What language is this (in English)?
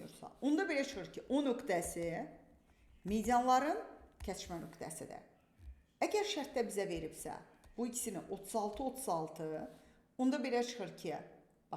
Azerbaijani